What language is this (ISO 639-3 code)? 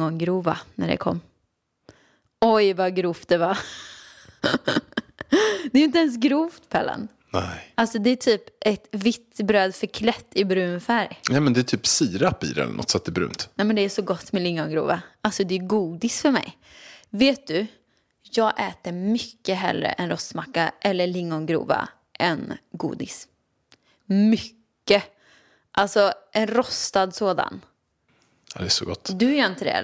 swe